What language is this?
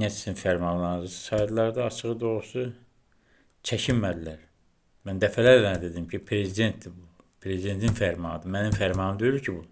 Azerbaijani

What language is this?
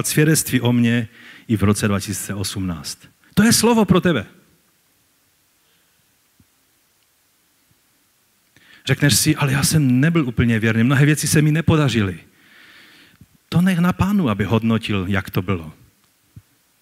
Czech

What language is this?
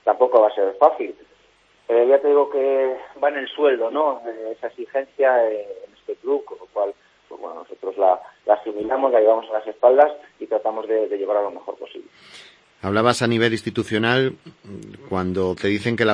Spanish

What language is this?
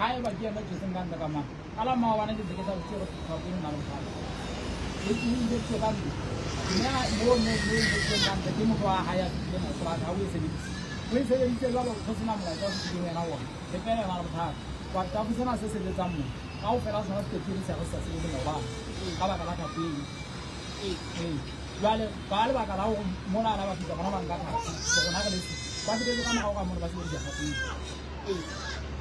Southern Sotho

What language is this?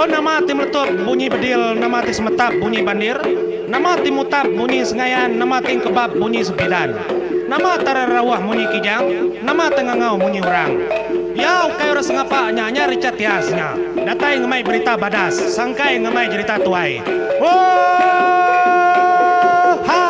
Iban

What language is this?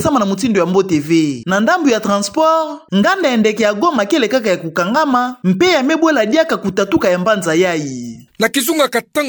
Kituba (Democratic Republic of Congo)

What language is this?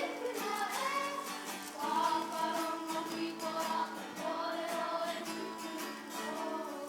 Māori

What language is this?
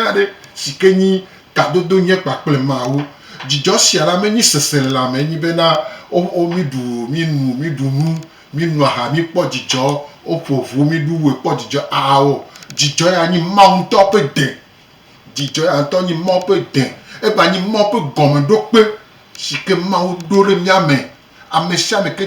Gen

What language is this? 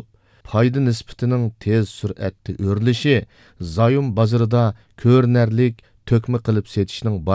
Uyghur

